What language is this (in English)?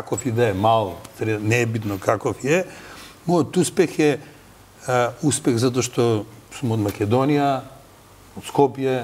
Macedonian